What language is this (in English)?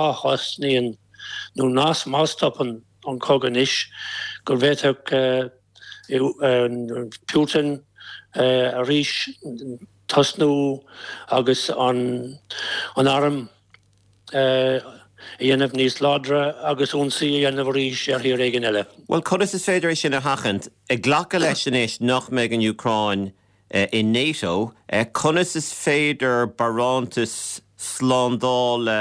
Irish